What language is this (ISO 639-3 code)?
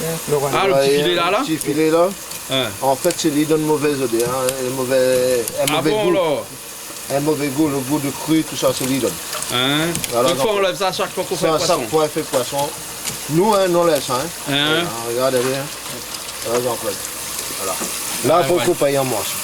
rcf